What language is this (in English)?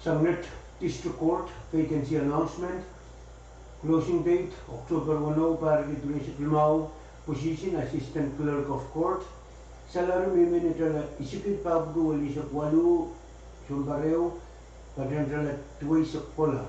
Pohnpeian